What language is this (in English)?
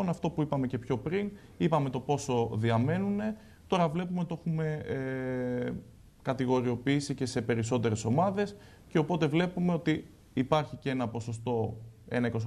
Greek